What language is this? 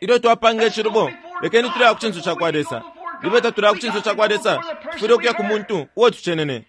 Bemba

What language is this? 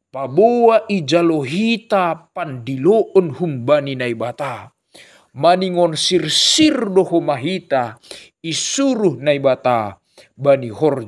Batak Simalungun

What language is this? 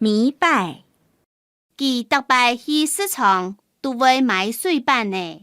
Hakka Chinese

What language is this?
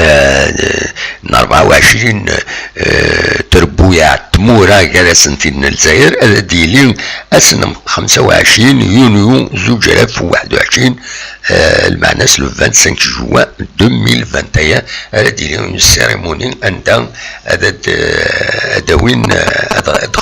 Kabyle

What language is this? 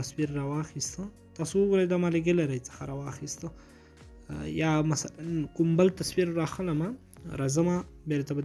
Pashto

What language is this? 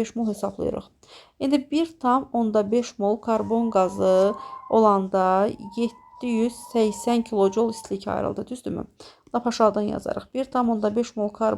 Azerbaijani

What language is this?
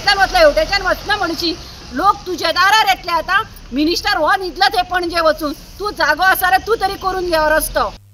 Konkani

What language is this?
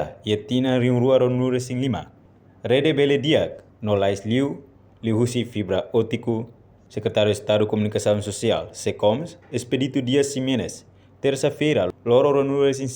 Tetum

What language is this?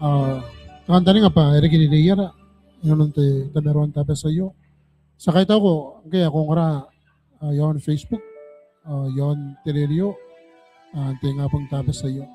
Gilbertese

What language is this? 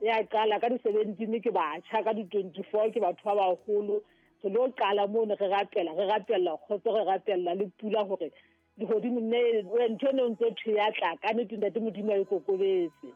Southern Sotho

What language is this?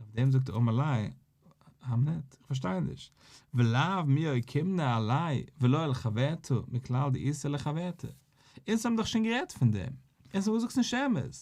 Yiddish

